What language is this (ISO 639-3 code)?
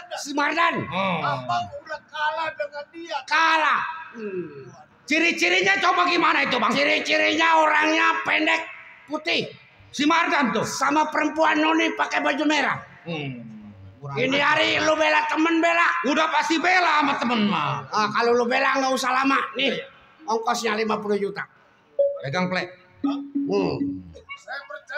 bew